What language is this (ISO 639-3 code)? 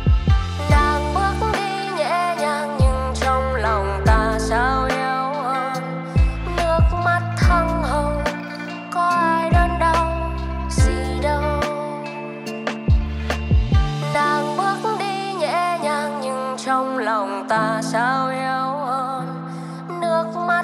vie